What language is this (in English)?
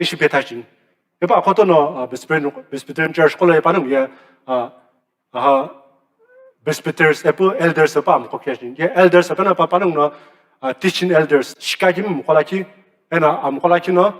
Sumi Naga